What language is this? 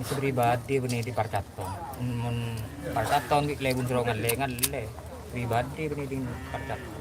Madurese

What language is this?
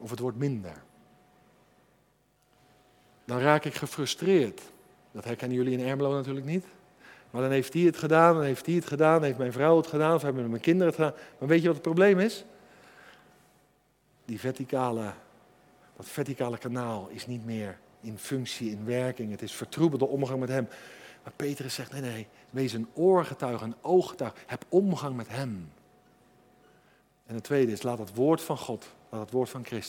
Dutch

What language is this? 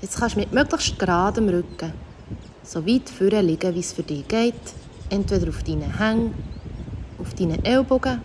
Swiss German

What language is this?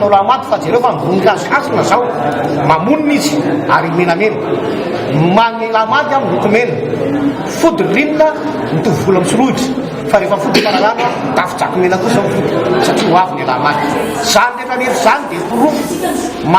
Malagasy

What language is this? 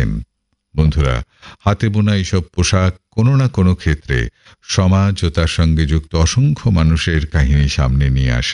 Bangla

